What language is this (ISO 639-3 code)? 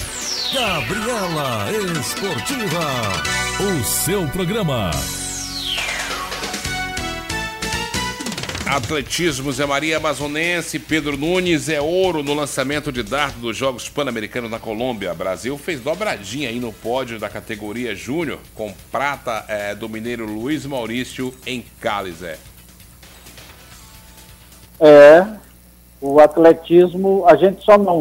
por